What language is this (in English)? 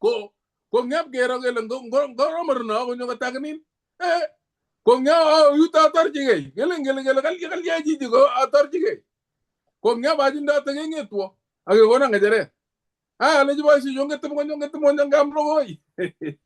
Kalenjin